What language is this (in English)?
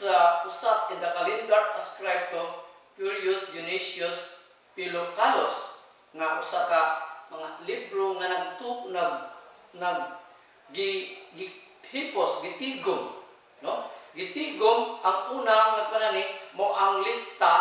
Cebuano